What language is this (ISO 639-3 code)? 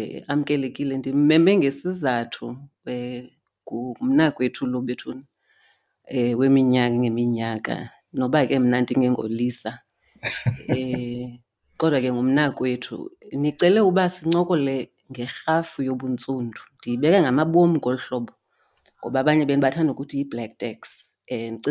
xho